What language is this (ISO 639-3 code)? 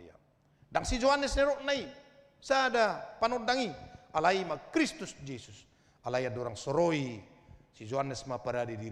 bbc